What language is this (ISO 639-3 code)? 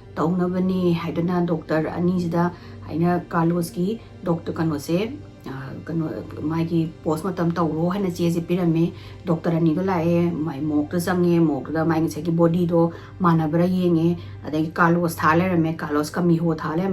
mni